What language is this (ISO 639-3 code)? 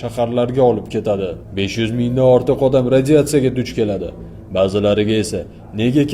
uzb